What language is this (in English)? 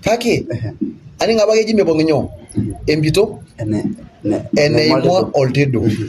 Masai